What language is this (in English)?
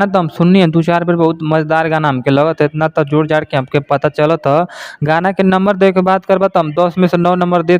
Bhojpuri